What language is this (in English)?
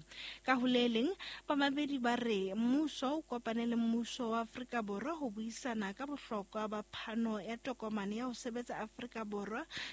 Southern Sotho